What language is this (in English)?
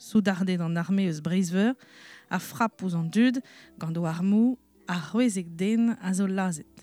Breton